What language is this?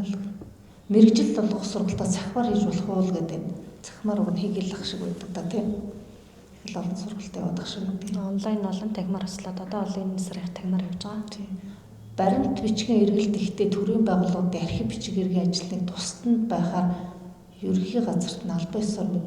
Mongolian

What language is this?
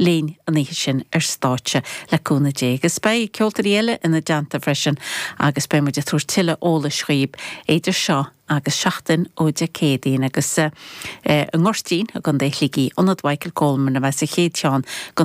Irish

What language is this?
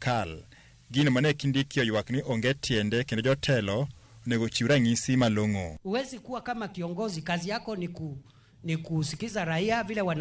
Luo (Kenya and Tanzania)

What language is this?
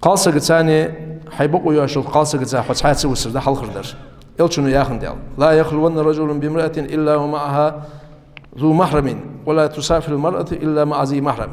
Ingush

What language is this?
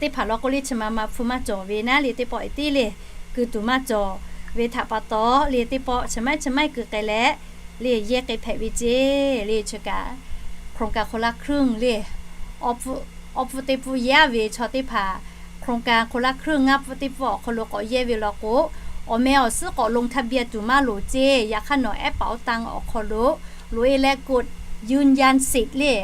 Lahu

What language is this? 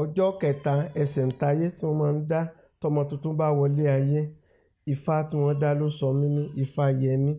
Yoruba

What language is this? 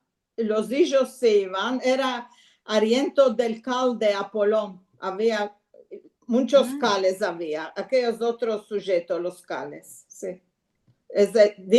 Ladino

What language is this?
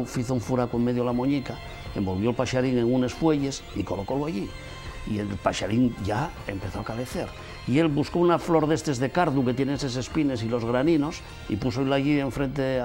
Asturian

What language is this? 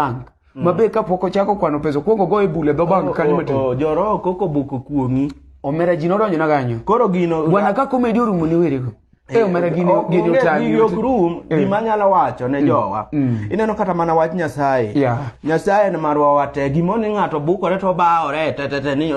Luo (Kenya and Tanzania)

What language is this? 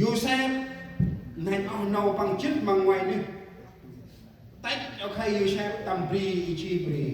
Central Mnong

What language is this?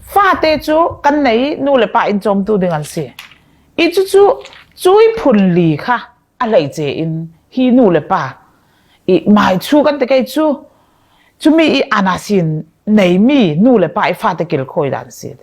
Falam Chin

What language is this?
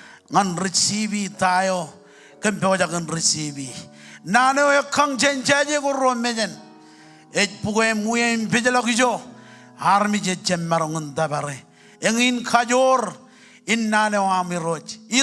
Marshallese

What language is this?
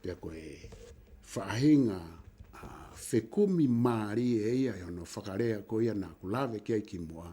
Tongan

